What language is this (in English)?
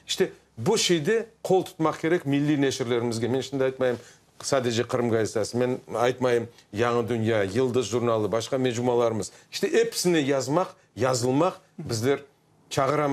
Crimean Tatar